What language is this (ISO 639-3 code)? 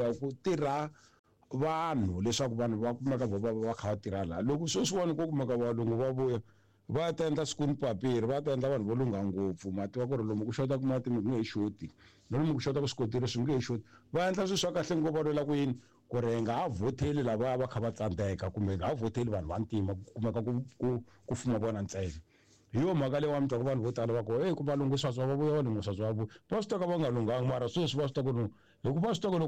tso